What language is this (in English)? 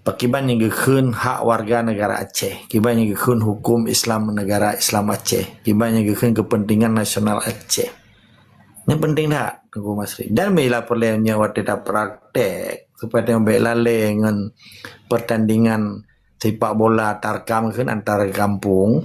Achinese